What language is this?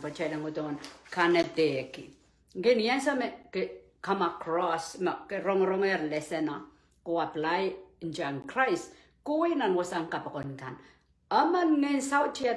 Pohnpeian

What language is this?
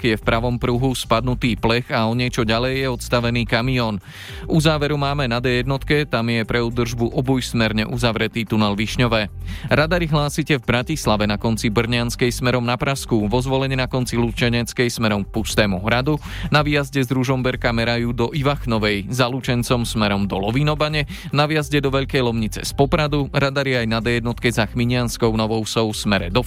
Slovak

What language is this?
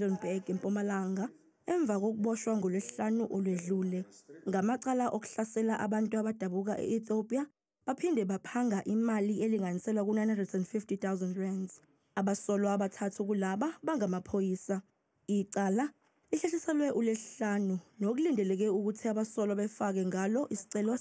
Zulu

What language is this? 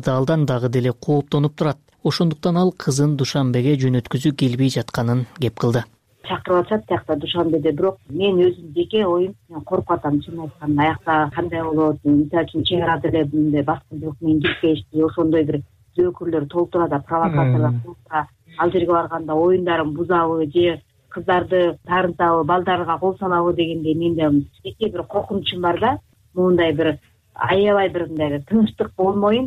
Kyrgyz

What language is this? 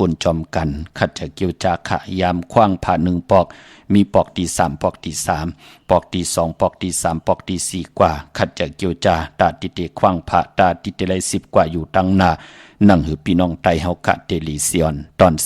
Shan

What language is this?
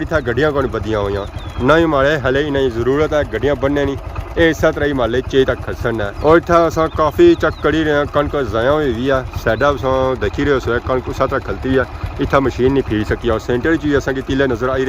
Pahari-Potwari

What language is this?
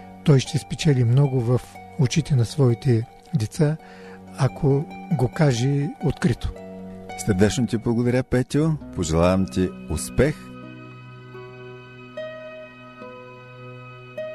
Bulgarian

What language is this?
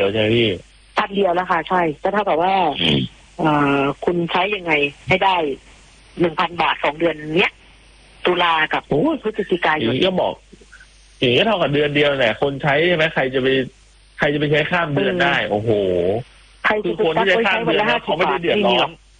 Thai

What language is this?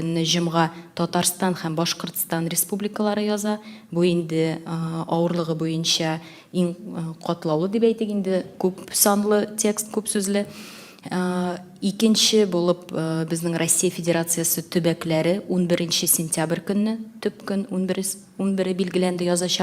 Tatar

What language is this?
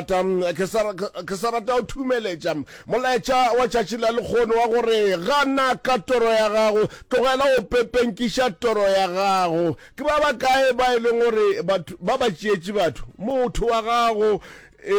Northern Sotho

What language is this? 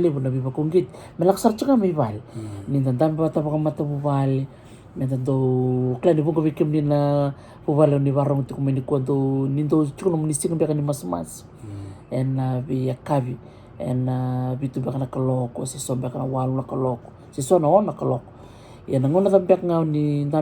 Fijian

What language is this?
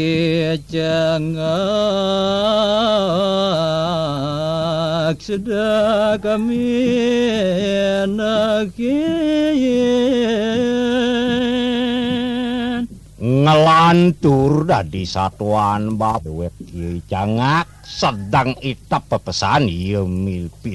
Balinese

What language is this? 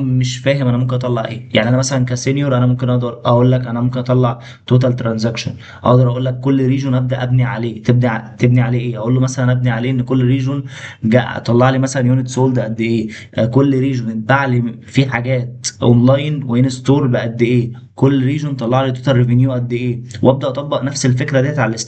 Egyptian Arabic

